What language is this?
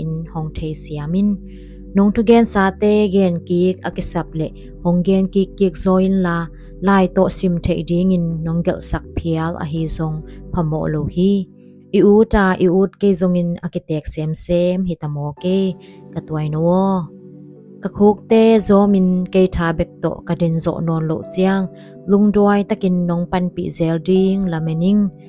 Tedim Chin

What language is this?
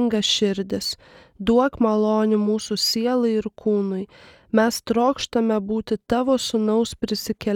Lithuanian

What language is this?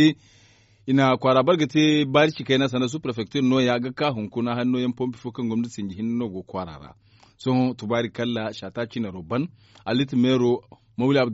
Zarma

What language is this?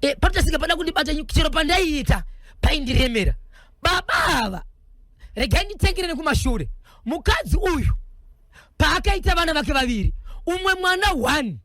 Shona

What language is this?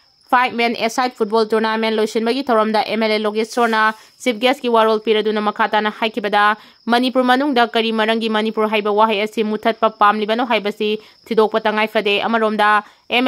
Manipuri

